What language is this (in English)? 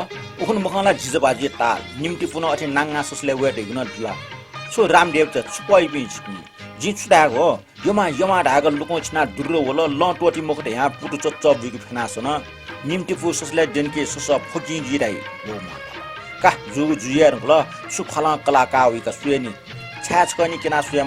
Newari